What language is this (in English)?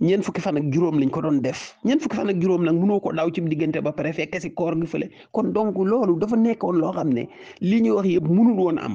Wolof